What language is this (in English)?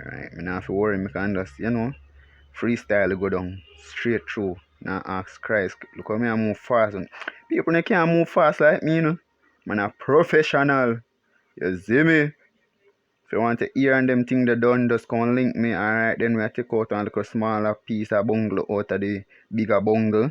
Jamaican Creole English